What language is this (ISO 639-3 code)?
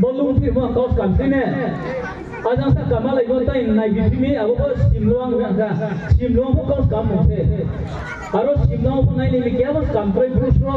ria